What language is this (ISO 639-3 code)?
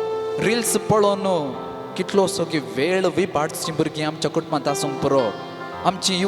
kok